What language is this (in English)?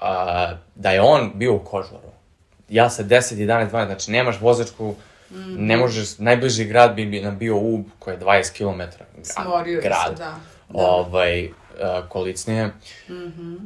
Serbian